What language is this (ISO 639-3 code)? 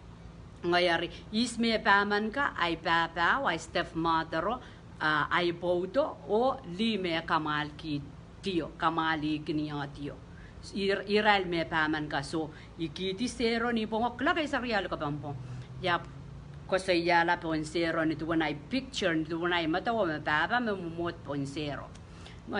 pon